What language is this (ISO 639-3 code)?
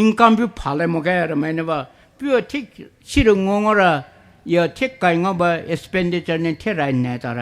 pmx